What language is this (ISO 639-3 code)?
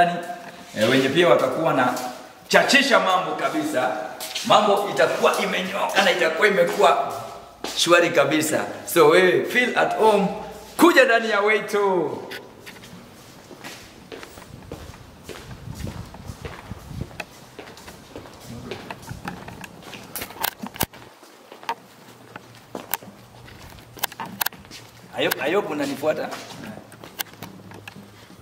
swa